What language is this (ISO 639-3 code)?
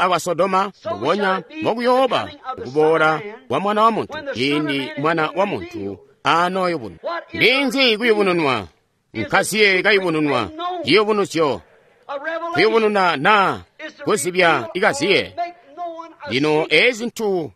toi